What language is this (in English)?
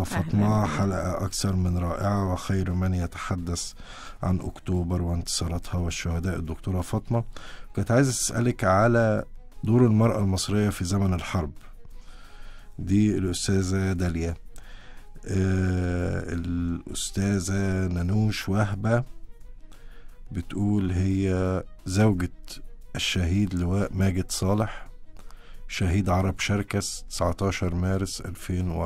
Egyptian Arabic